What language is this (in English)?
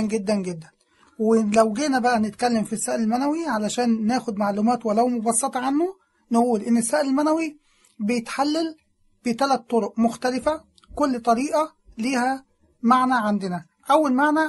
Egyptian Arabic